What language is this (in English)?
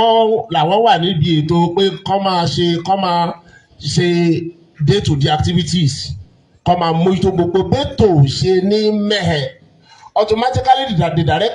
Yoruba